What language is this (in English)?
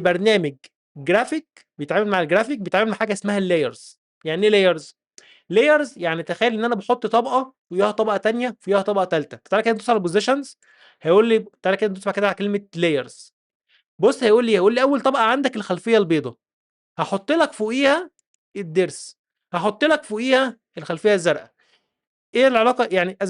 Egyptian Arabic